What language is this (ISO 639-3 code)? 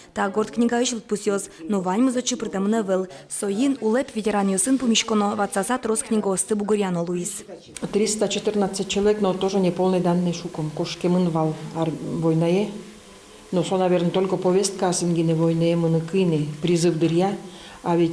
udm